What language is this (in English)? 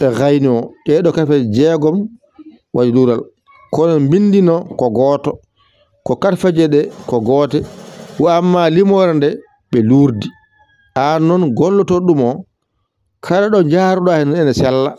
Fula